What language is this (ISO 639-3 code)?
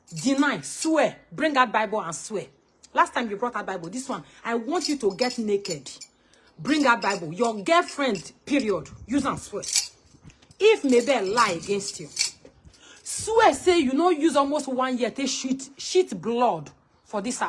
pcm